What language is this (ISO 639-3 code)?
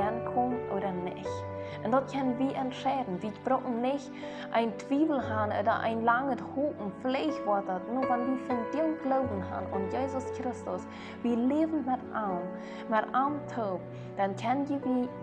pdt